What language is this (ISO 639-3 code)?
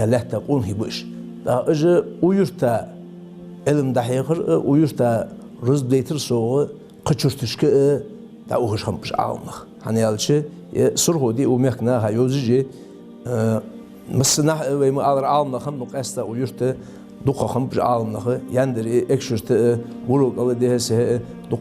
inh